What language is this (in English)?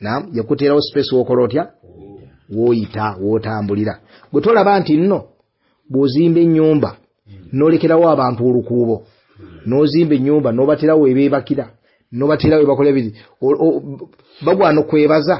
Ganda